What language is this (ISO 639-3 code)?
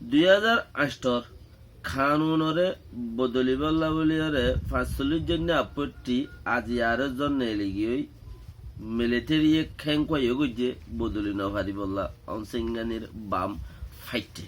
rhg